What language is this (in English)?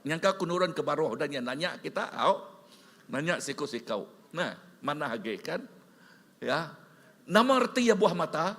Iban